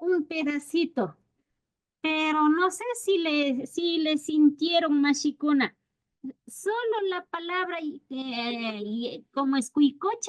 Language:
Imbabura Highland Quichua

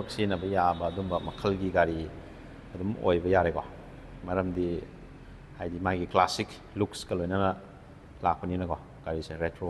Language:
Manipuri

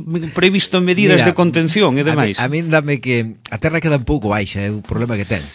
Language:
Galician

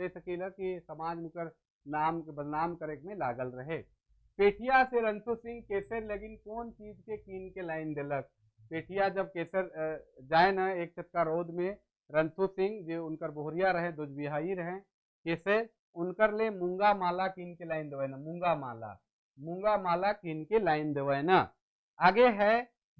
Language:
Sadri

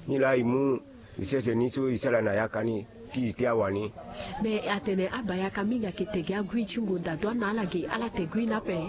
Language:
Sango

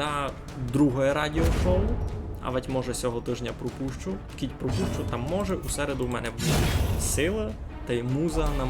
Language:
Rusyn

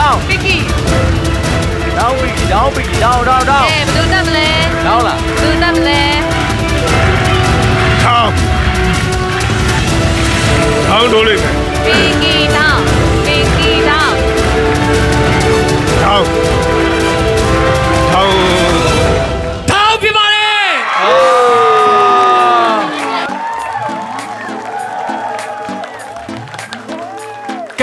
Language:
Burmese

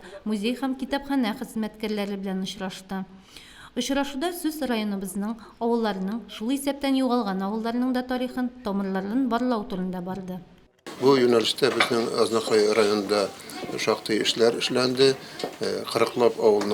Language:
Tatar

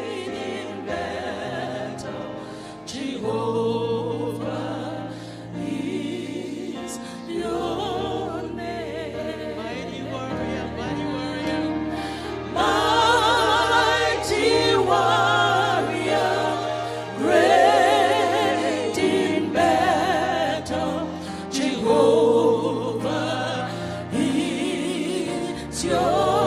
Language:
Fijian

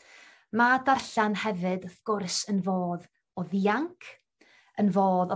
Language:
Welsh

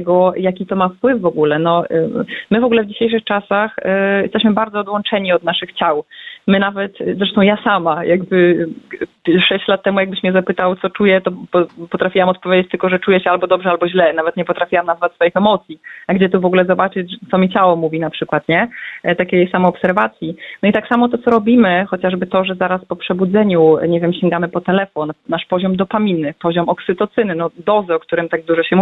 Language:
Polish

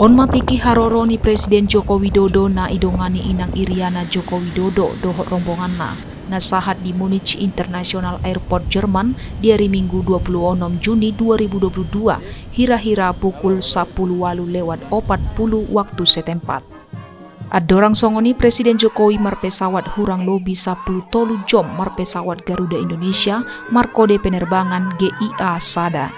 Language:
Batak Toba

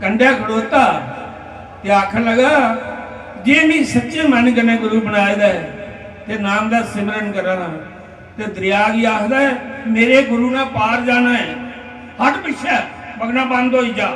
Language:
Dogri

